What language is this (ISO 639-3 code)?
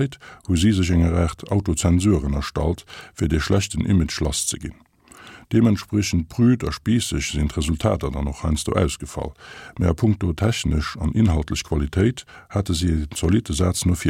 ltz